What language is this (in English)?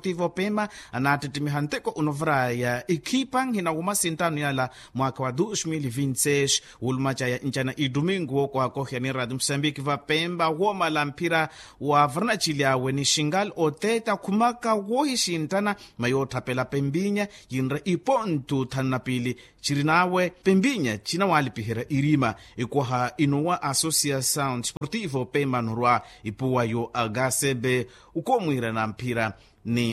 Makhuwa